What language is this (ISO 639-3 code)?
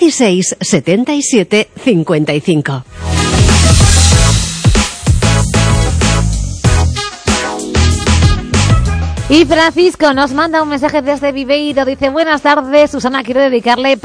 spa